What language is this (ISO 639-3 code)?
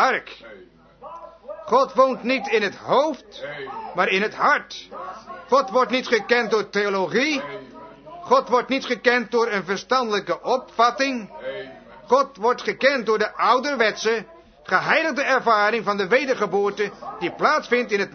nld